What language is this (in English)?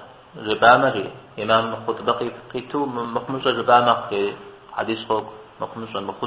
Kabardian